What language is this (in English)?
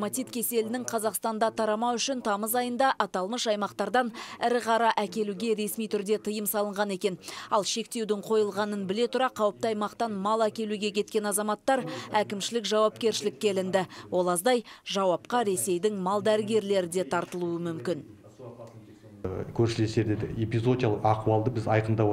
Kazakh